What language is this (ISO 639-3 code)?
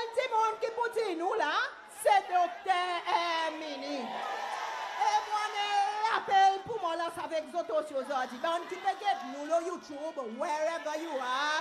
crs